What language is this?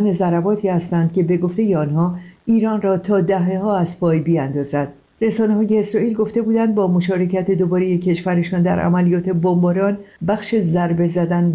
Persian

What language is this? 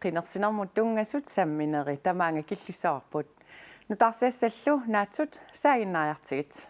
Kalaallisut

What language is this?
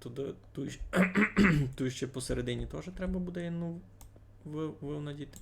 Rusyn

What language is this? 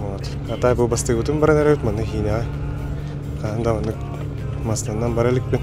Yakut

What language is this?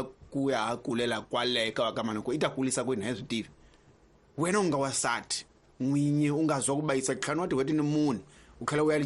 Tsonga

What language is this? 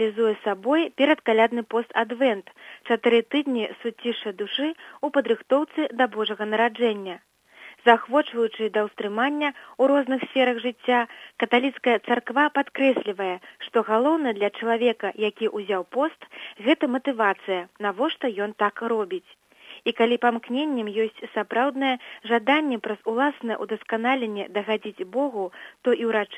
Belarusian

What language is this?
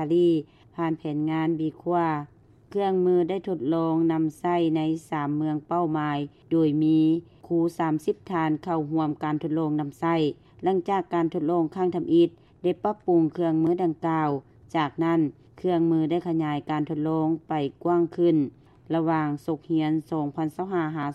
Lao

